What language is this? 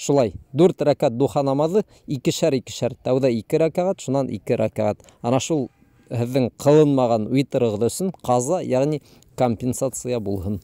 Bashkir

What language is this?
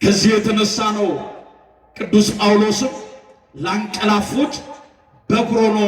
Amharic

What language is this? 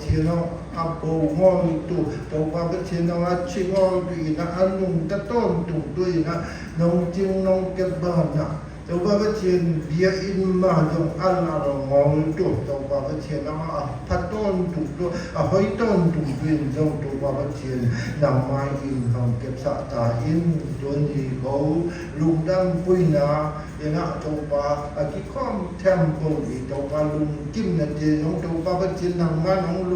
Siyin Chin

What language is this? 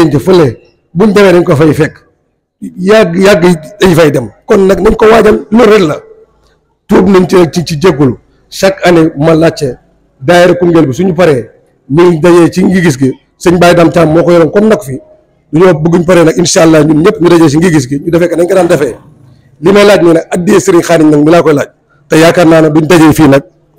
Wolof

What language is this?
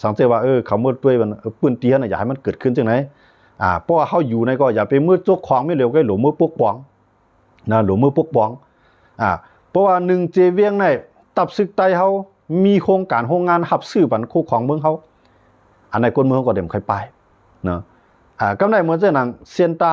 Shan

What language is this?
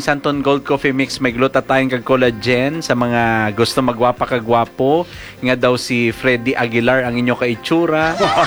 Hiligaynon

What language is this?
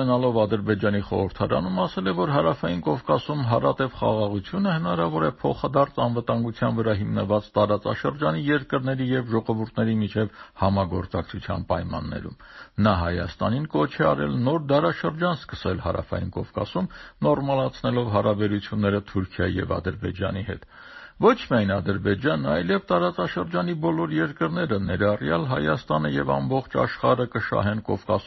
Armenian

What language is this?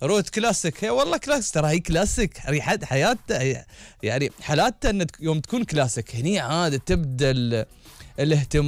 Gulf Arabic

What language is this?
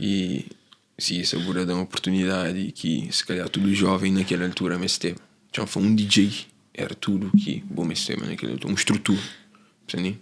Kabuverdianu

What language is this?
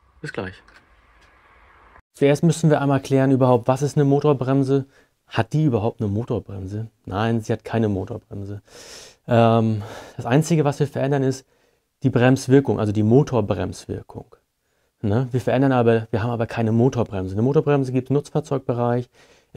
German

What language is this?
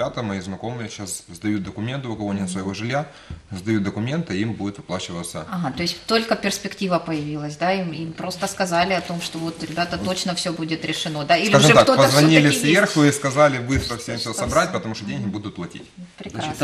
Russian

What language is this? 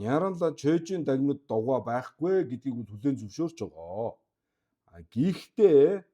Mongolian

